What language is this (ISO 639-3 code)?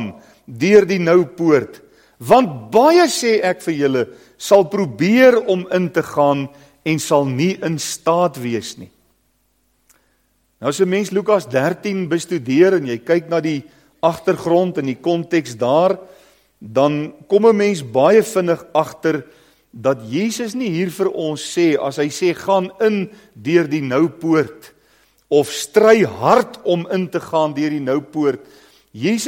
afr